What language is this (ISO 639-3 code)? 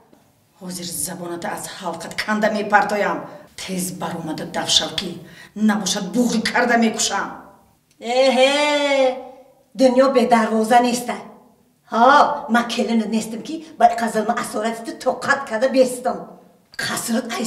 tgk